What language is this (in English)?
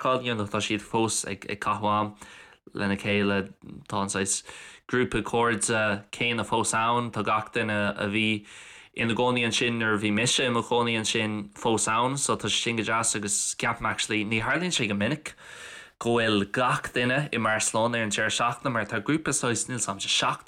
Irish